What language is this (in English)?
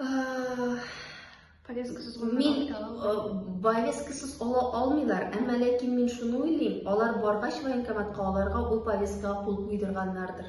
Tatar